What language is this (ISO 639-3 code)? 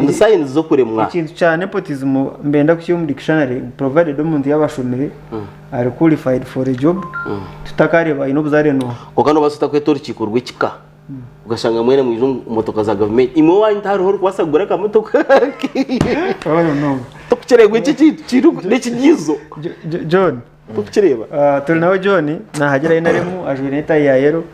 nyn